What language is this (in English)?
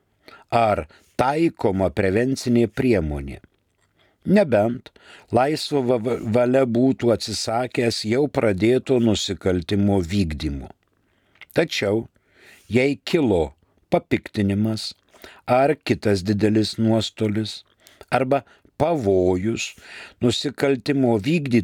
Lithuanian